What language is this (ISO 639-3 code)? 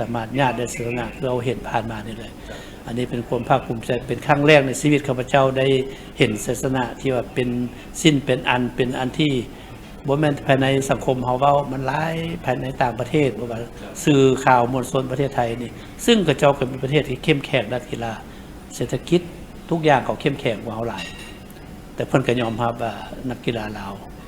lao